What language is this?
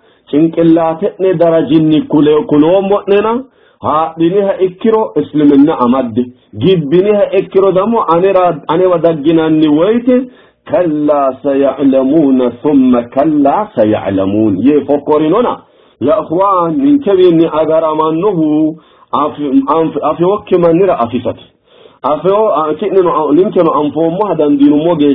Sidamo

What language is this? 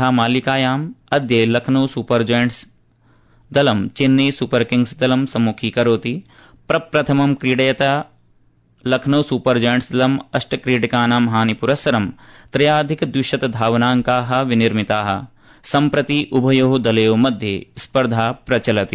Sanskrit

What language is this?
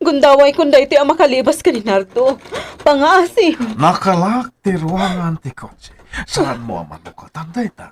Iloko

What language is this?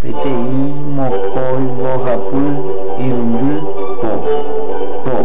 Guarani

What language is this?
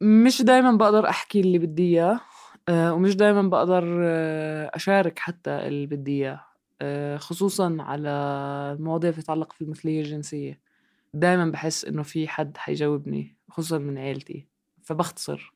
North Levantine Arabic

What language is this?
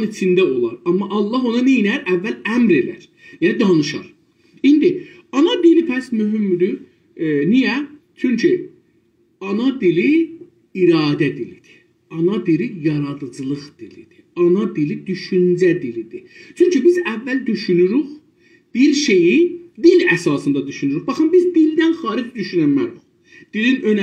South Azerbaijani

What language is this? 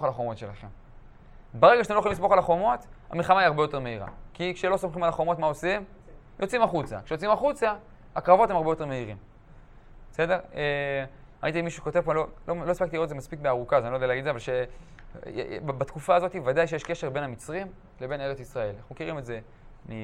Hebrew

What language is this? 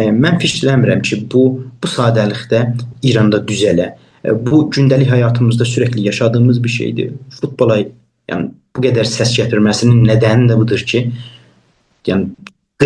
South Azerbaijani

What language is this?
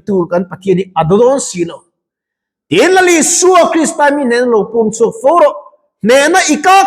Mizo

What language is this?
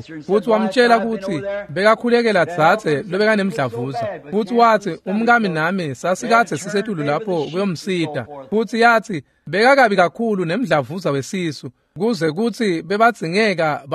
Swati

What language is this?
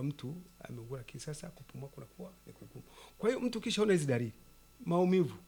Swahili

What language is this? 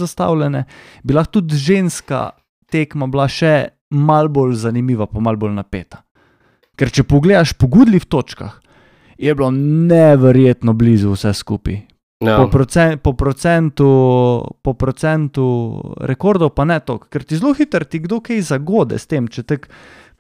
Slovenian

